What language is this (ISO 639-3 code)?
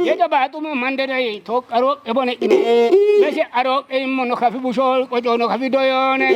kbr